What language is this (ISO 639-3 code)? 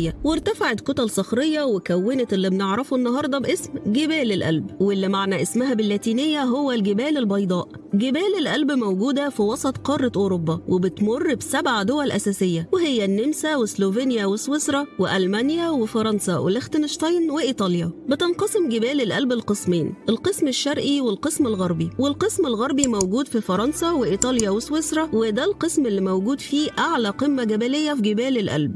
arz